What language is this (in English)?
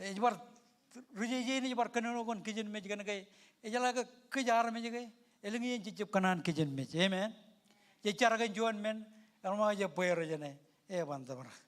Marshallese